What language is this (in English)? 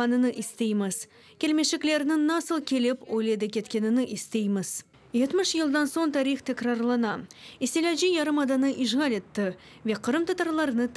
Crimean Tatar